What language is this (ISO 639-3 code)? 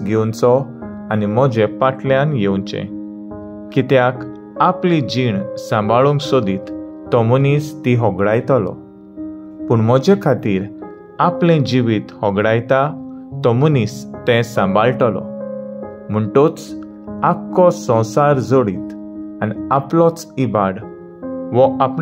kok